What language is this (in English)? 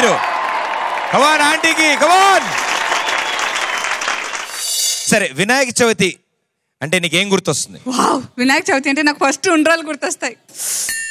Telugu